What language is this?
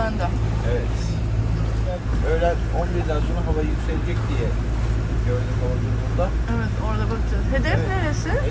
Turkish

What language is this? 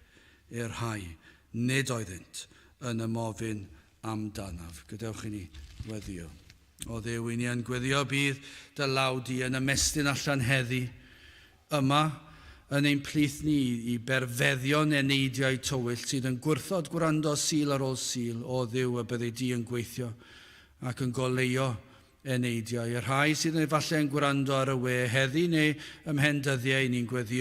Welsh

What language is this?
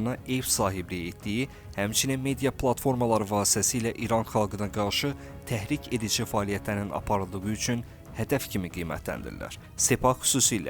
Azerbaijani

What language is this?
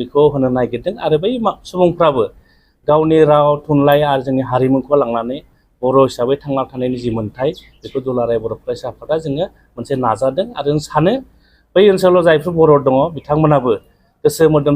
Bodo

